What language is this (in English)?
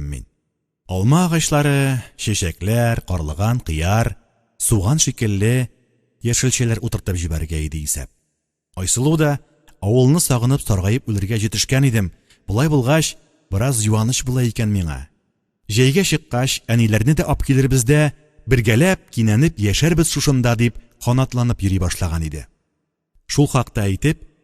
Tatar